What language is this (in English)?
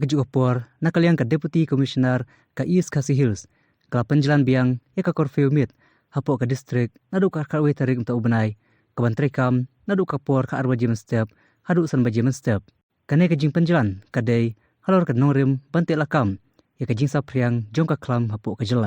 Khasi